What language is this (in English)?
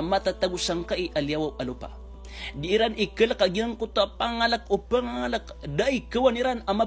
Maranao